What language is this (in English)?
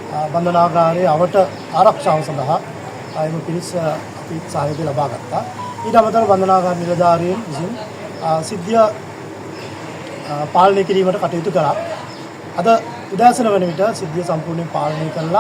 Sinhala